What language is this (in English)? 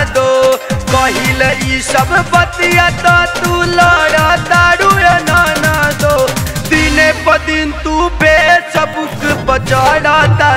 Bhojpuri